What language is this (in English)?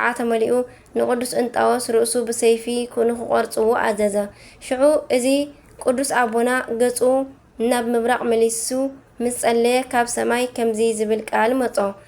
Tigrinya